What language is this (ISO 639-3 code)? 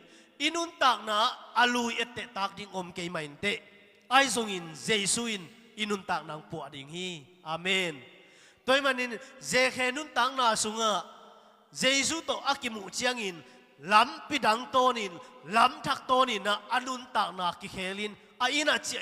ctd